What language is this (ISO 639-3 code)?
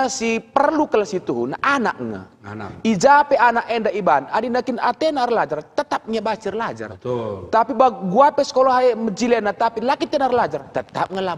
btx